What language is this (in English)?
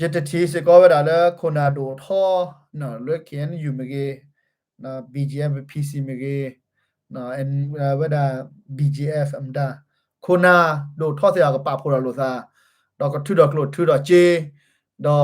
S'gaw Karen